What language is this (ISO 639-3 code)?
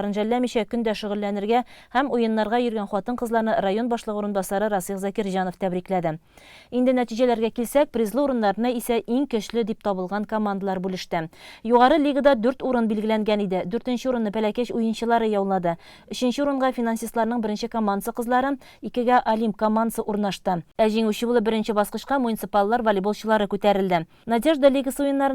tat